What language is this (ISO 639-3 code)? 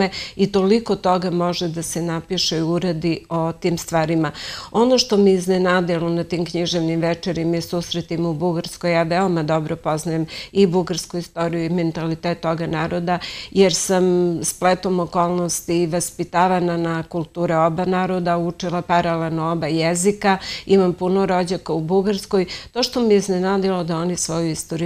srp